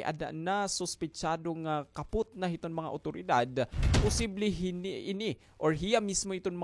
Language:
Waray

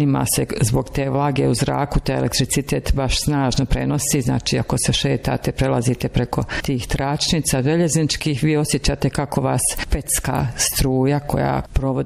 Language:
Croatian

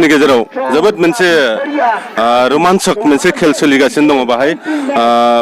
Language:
Bodo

